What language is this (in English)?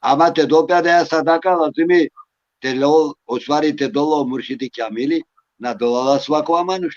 Balkan Romani